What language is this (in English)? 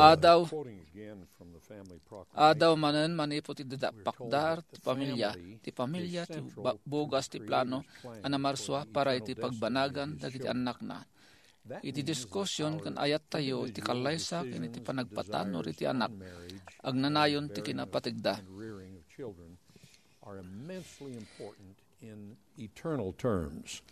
Iloko